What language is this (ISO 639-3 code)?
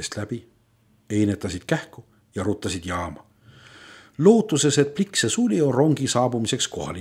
est